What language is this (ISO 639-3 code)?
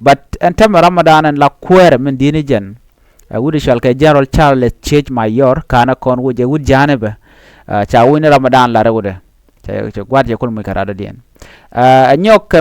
nus